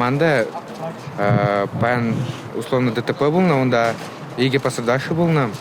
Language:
Chuvash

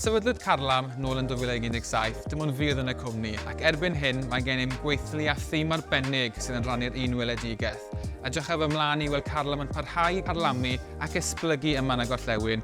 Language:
Welsh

